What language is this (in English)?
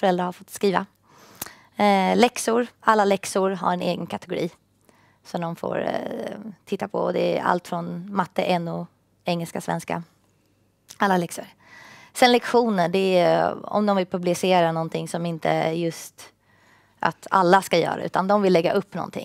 Swedish